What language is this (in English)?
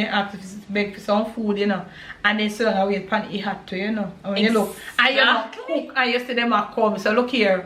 Jamaican Creole English